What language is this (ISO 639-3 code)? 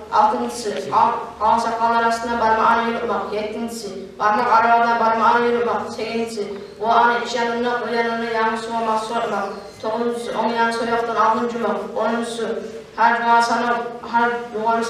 kum